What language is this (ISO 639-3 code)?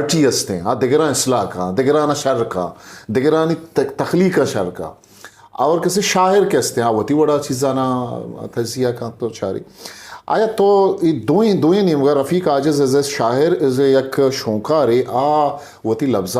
bgp